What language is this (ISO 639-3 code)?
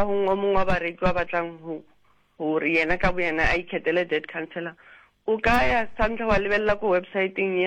sot